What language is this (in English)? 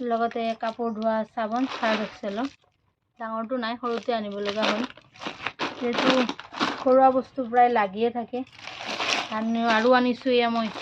Assamese